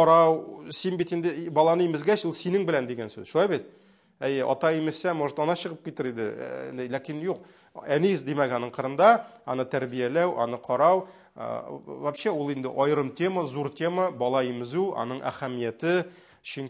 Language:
Tatar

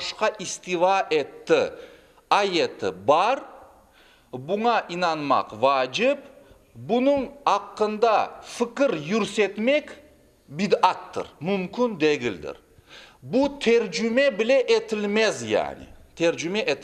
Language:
Crimean Tatar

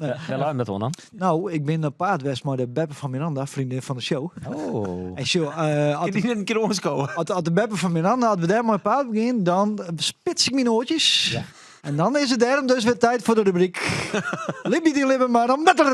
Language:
Western Frisian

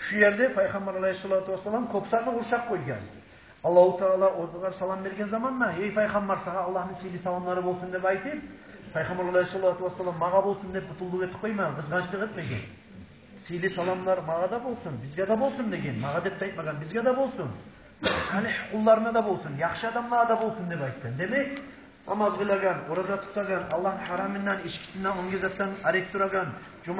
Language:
Kumyk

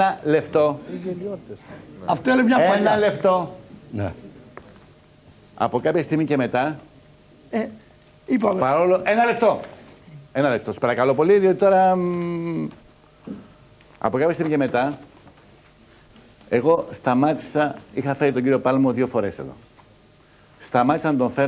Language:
Greek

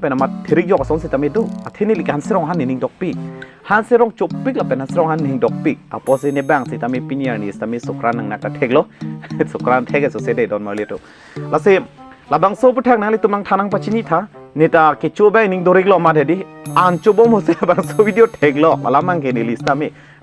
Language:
Karbi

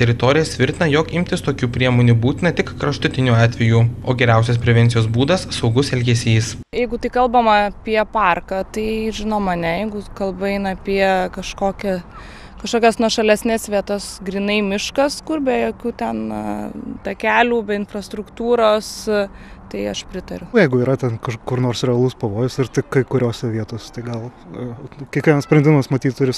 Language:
Lithuanian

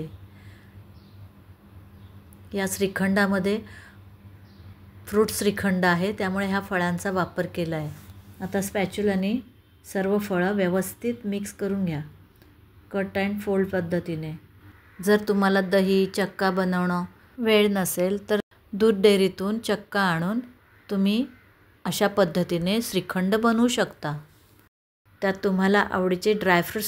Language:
Marathi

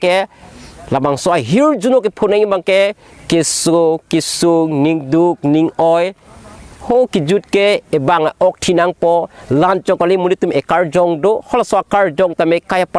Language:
Karbi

